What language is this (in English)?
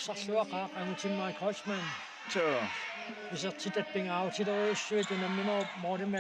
Kalaallisut